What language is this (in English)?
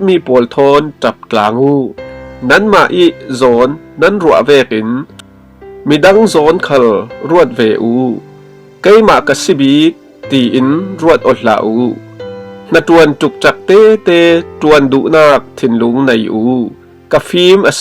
Falam Chin